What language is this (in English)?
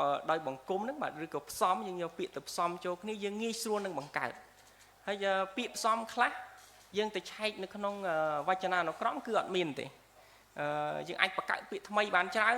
Khmer